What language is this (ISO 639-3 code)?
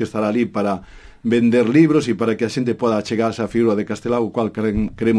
glg